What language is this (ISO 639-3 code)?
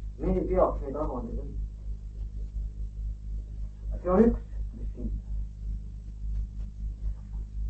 est